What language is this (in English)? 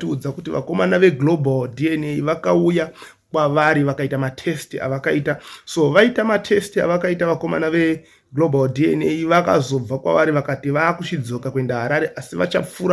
Shona